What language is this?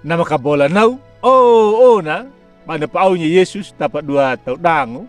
Anakalangu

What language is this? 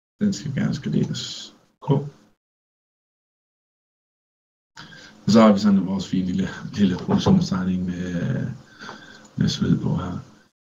Danish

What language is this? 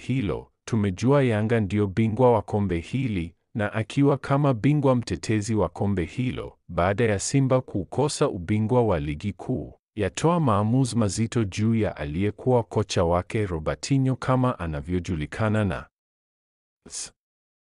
Swahili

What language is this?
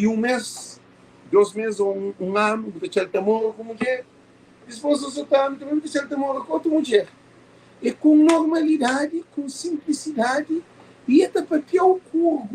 Kabuverdianu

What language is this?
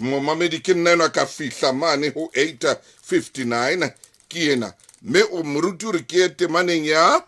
Southern Sotho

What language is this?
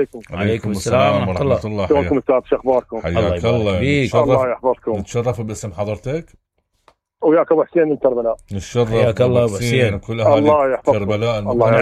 Mesopotamian Arabic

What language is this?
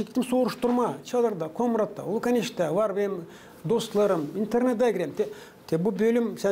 Gagauz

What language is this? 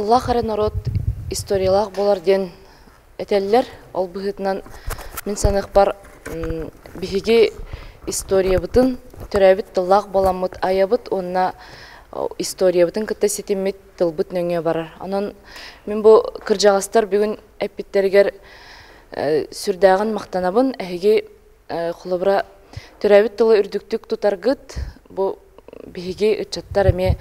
Yakut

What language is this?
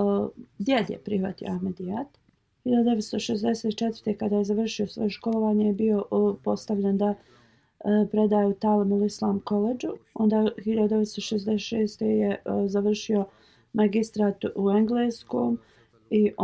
Bosnian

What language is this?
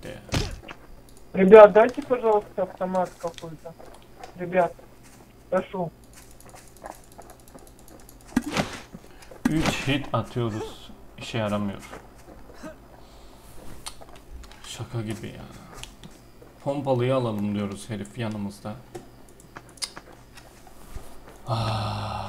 Turkish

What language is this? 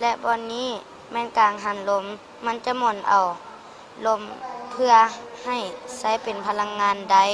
Lao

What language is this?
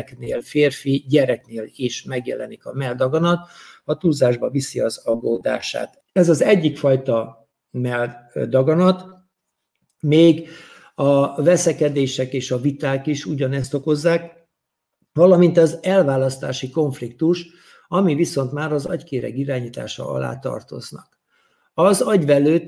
Hungarian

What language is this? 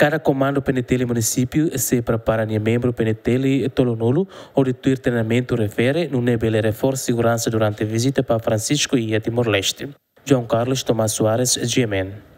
Tetum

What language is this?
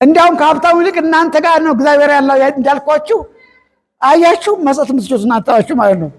Amharic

